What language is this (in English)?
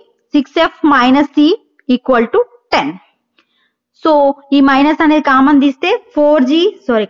Telugu